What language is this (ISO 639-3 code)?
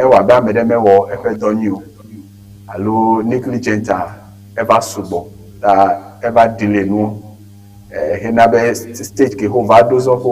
ewe